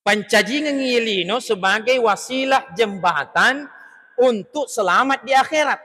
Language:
Buginese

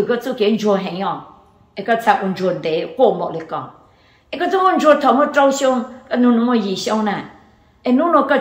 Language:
Hmong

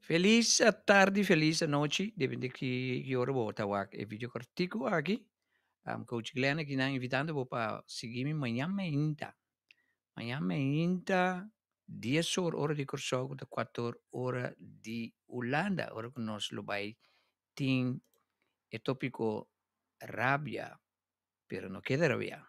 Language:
Papiamento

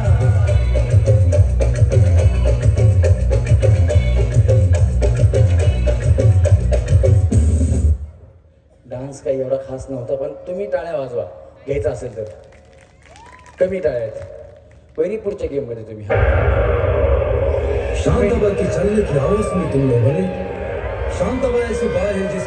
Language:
Marathi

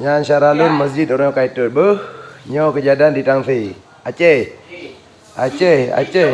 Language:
Achinese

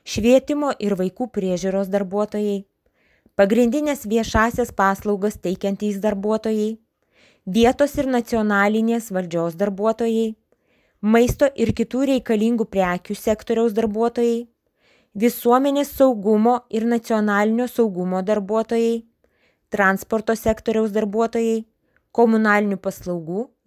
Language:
Lithuanian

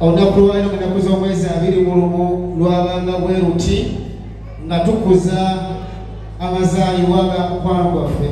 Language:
Ganda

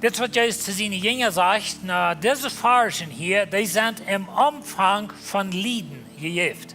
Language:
Plautdietsch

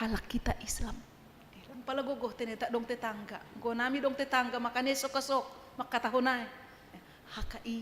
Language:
Batak Simalungun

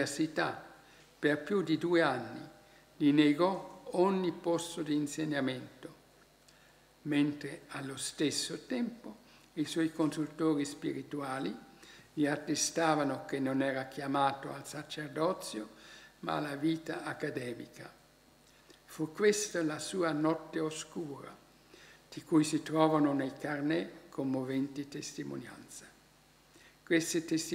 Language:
Italian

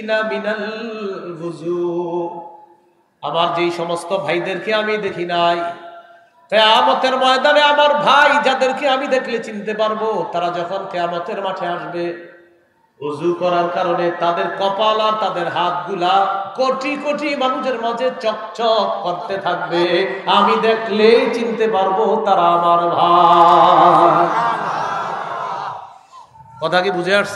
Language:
Bangla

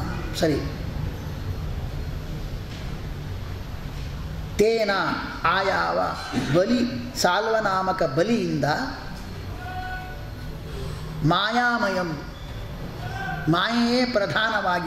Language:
Kannada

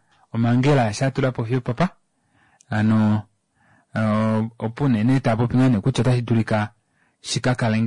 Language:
Kuanyama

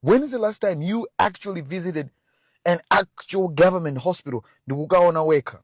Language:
Nyanja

